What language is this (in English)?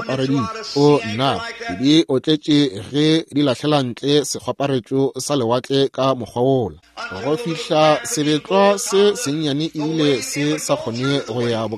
Northern Sotho